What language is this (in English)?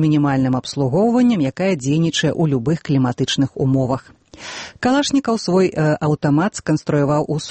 Belarusian